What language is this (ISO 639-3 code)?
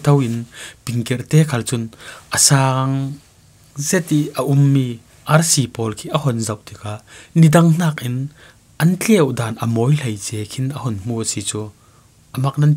cfm